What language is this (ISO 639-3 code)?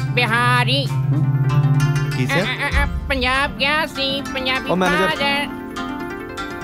pan